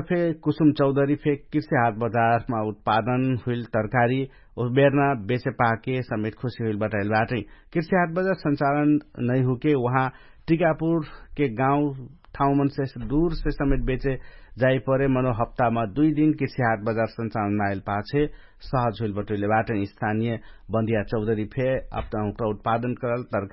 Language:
Dangaura Tharu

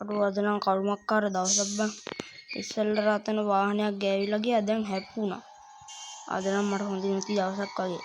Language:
Sinhala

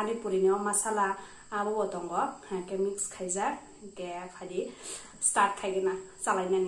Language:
Kok Borok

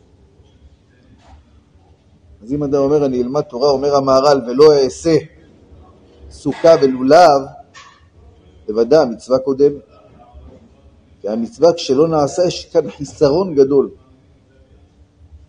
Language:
Hebrew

